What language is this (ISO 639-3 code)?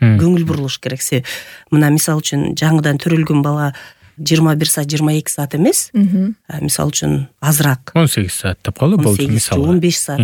kir